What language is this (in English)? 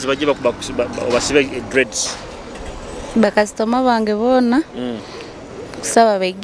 Nyoro